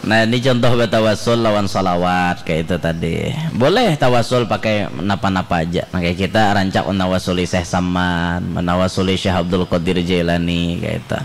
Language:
Banjar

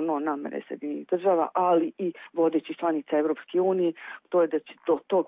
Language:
Serbian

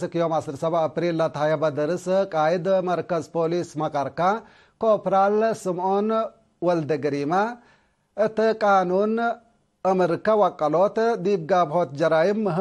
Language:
Tigre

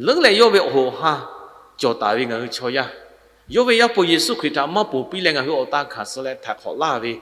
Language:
Lahu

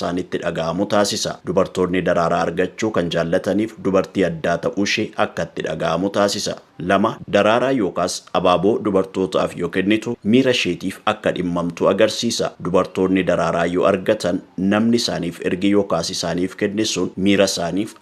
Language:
Oromo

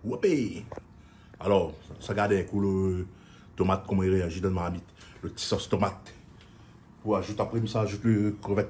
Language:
Réunion Creole French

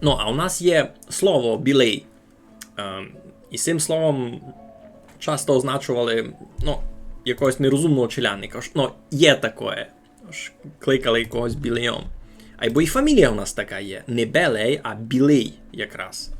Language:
Rusyn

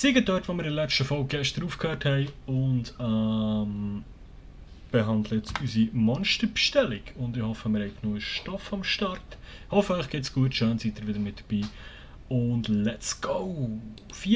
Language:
Swiss German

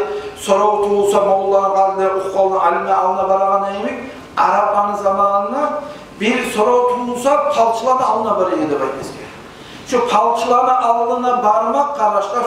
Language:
Kumyk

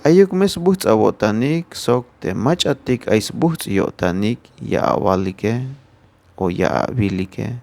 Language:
Tzeltal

